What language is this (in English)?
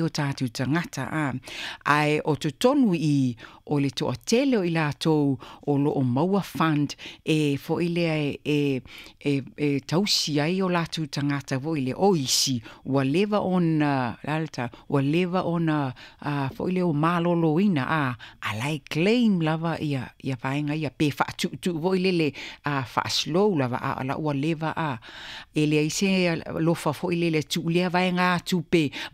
Samoan